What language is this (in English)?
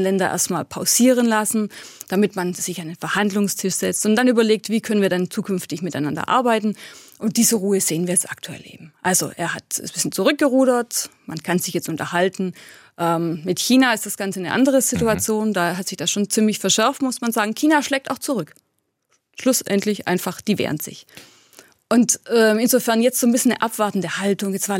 German